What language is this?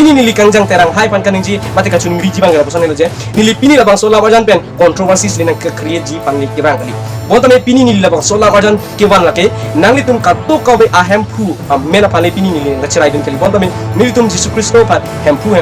Karbi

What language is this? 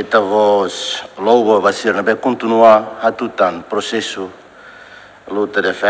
Tetum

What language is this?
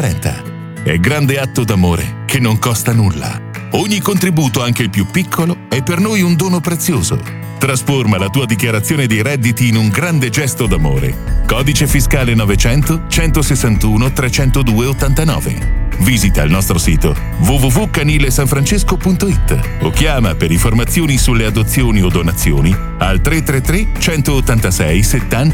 Italian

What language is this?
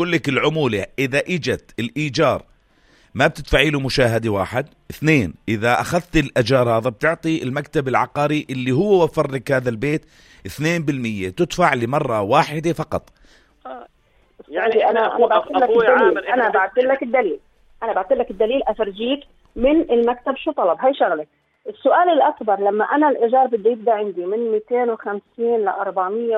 North Levantine Arabic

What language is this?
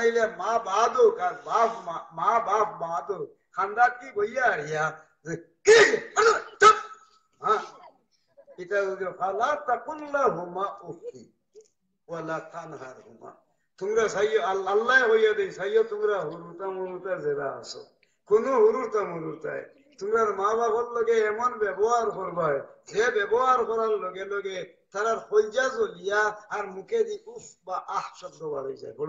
Sylheti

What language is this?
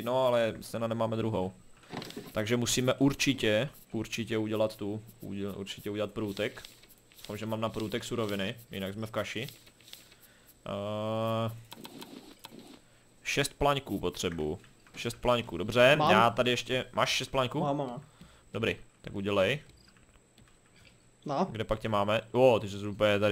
Czech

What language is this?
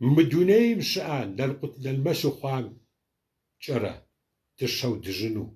Kabardian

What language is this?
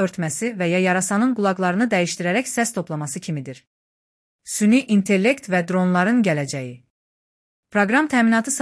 Azerbaijani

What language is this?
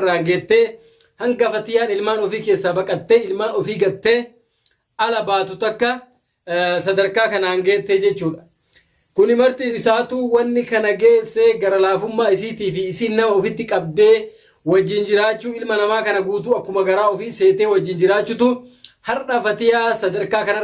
Oromo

